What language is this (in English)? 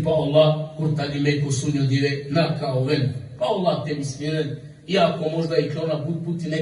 Balkan Romani